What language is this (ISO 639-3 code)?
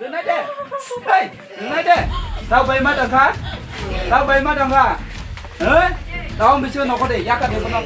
trp